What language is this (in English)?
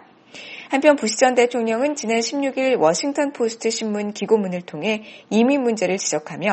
Korean